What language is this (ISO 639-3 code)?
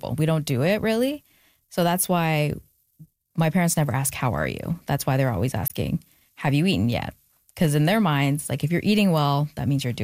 eng